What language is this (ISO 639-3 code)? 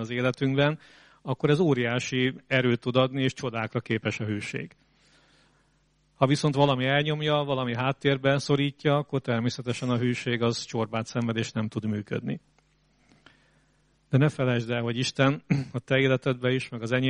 hun